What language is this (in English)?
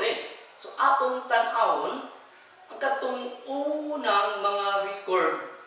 Cebuano